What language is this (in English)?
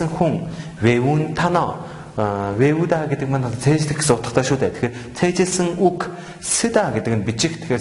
Mongolian